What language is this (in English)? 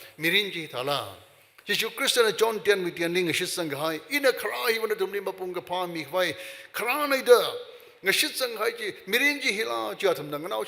Tangkhul Naga (India)